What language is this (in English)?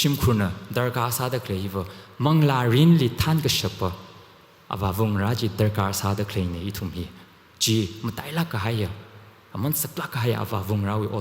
Tangkhul Naga (India)